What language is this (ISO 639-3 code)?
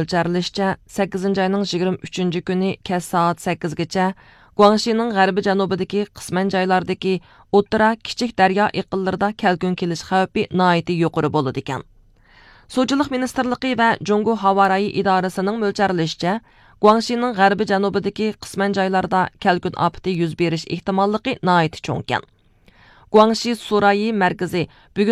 uig